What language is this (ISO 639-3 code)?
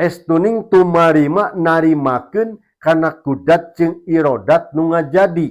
sun